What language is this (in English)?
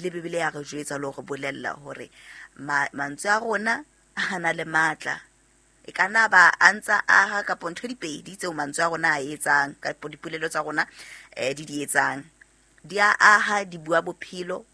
Southern Sotho